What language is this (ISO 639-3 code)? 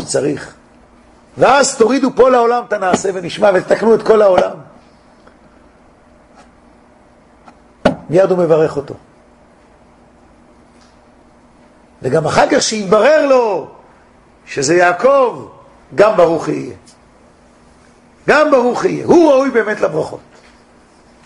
heb